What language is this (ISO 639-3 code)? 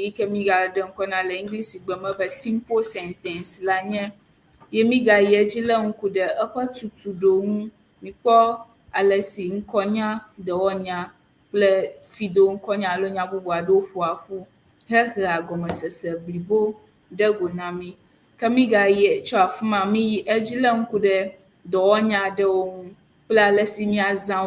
ewe